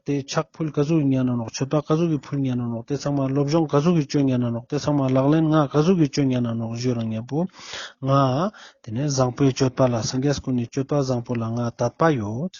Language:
Ladakhi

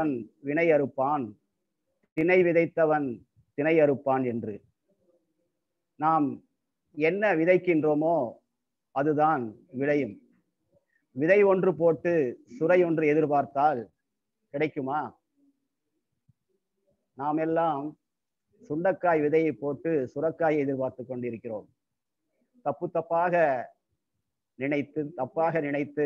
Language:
Tamil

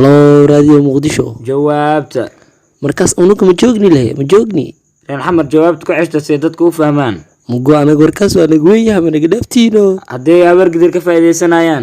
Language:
Somali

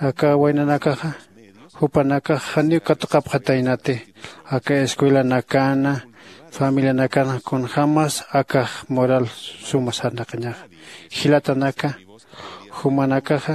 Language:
Aymara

